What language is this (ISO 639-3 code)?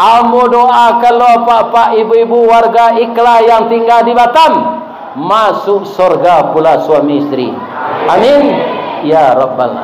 min